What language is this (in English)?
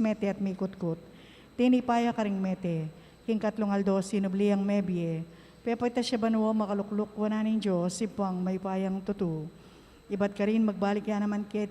Pampanga